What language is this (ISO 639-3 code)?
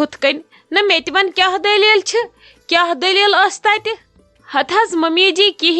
kas